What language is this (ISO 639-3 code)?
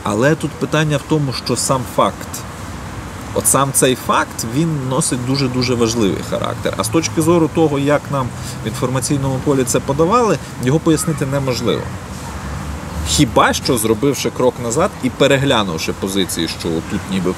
ukr